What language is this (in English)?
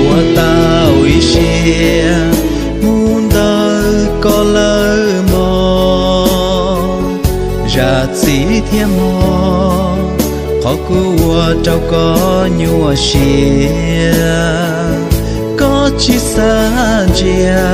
Hmong